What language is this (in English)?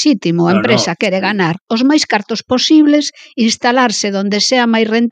Galician